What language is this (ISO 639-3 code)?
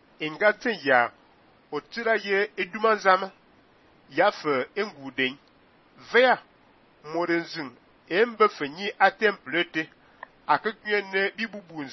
fan